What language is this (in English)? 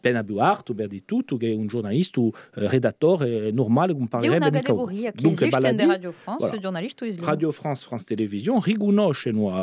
Corsican